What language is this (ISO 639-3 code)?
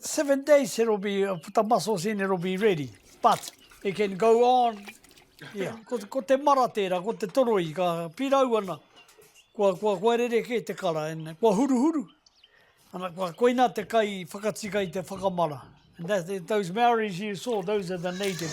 mri